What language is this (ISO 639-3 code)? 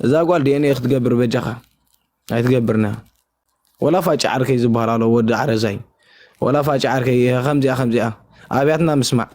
tir